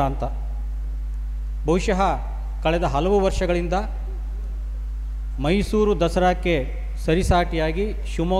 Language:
Kannada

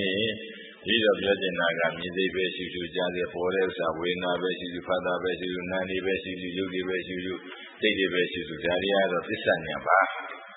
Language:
Burmese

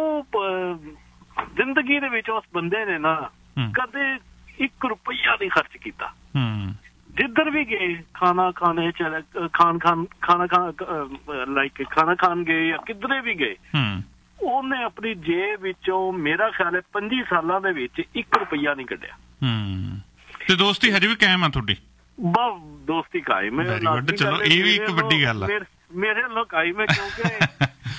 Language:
Punjabi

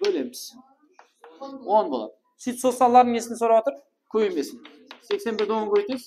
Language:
Kara-Kalpak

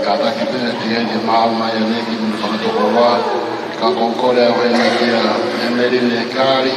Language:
Tongan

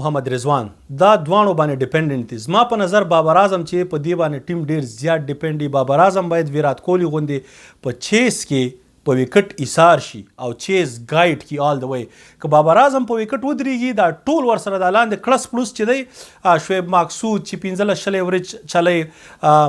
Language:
Pashto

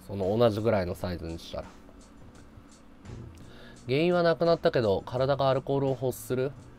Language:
Japanese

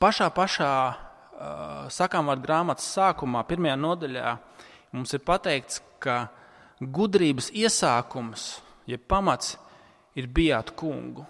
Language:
Latvian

